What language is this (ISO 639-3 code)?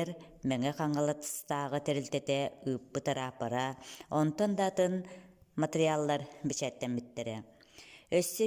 sah